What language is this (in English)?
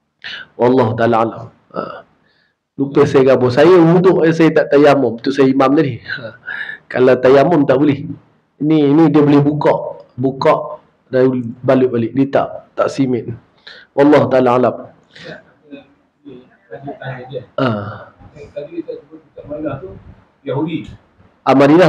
Malay